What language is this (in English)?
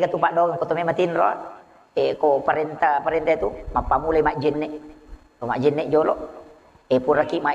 Buginese